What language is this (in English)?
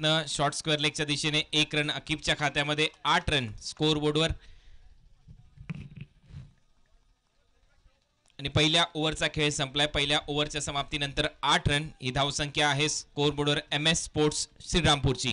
Marathi